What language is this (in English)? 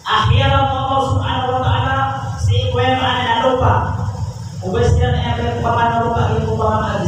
Maranao